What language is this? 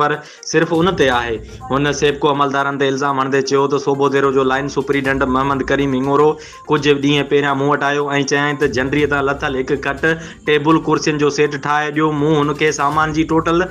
Sindhi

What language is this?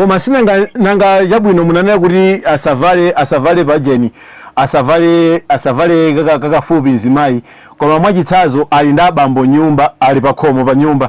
Nyanja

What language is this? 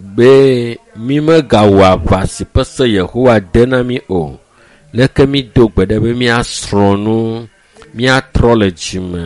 Ewe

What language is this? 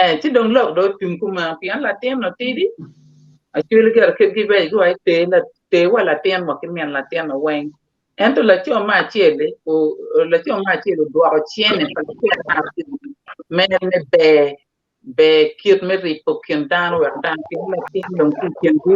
Acoli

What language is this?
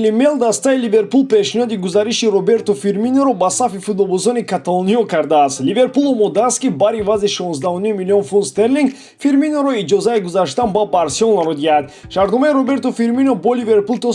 Tajik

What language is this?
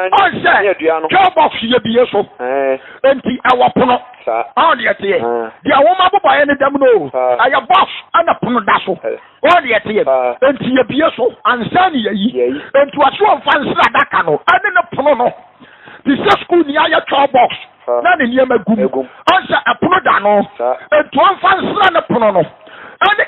Akan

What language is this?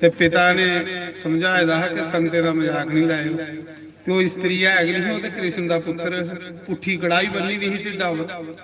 Dogri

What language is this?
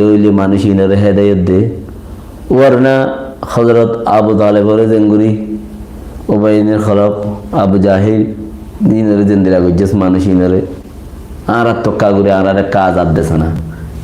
Rohingya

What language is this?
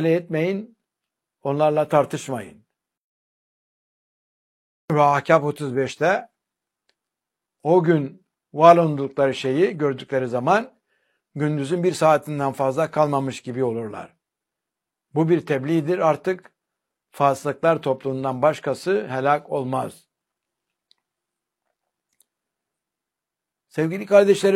Turkish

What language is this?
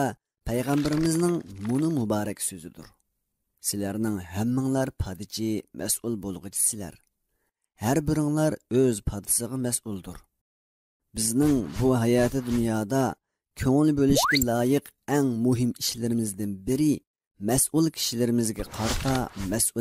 Uyghur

